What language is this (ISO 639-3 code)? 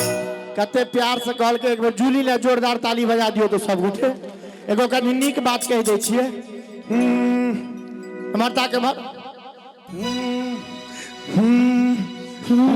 mai